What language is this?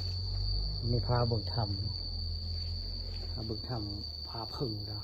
Northeastern Thai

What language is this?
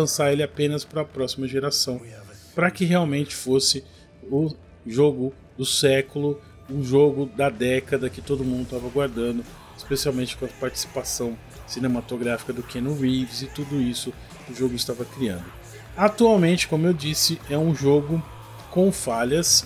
Portuguese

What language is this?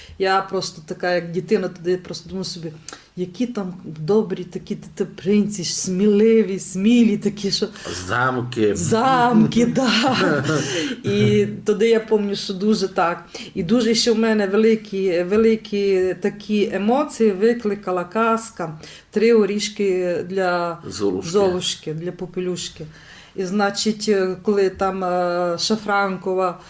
Rusyn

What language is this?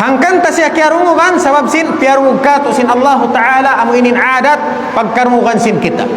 Tausug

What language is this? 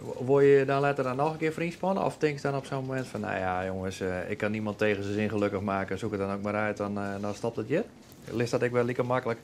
Western Frisian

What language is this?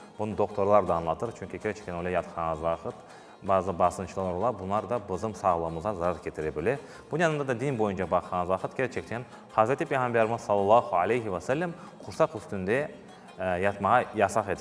Crimean Tatar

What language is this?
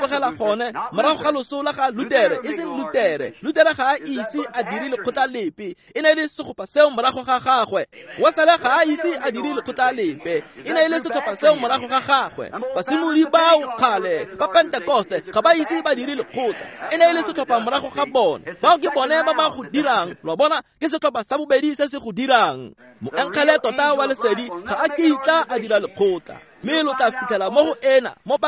Tswana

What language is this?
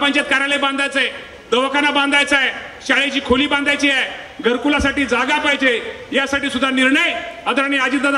Marathi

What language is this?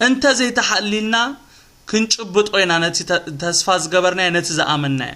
Tigrinya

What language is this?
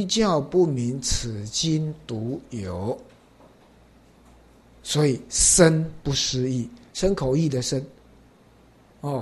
Chinese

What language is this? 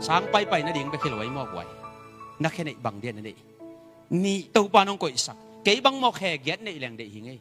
Tedim Chin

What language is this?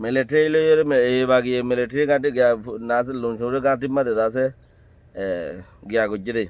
Rohingya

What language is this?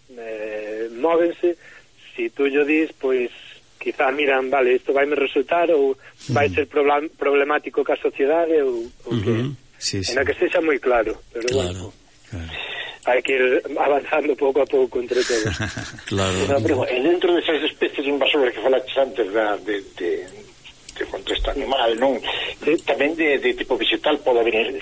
Galician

